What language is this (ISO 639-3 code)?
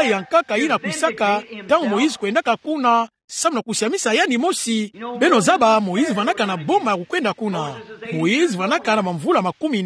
ktu